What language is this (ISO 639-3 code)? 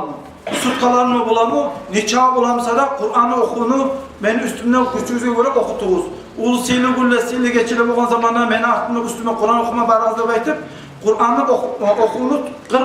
kum